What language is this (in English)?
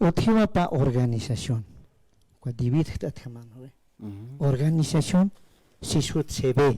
Aymara